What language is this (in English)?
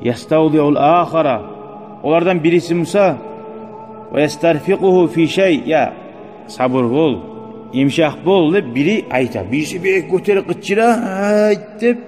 Kumyk